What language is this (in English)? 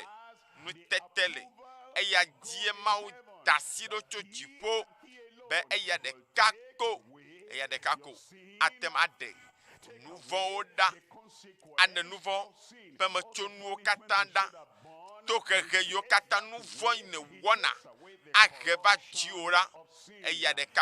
Ewe